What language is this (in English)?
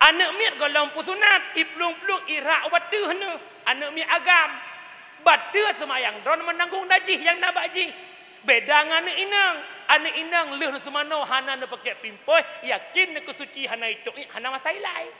Achinese